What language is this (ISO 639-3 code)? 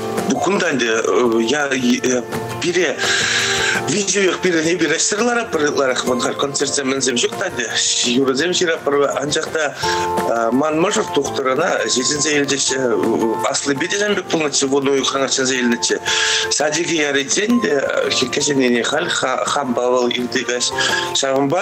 chv